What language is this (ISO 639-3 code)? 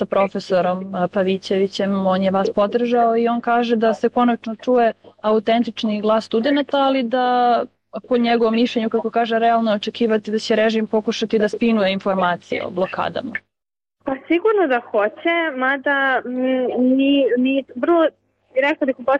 srp